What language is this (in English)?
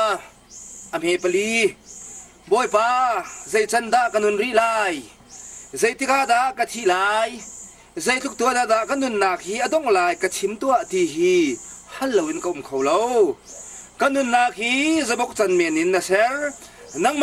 Hakha Chin